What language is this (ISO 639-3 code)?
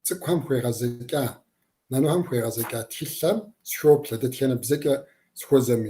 kbd